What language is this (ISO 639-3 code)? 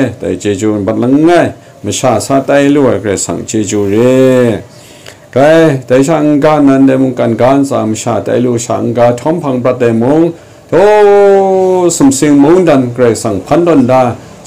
kac